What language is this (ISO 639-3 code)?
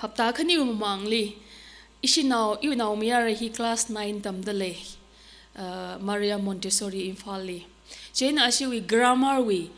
nmf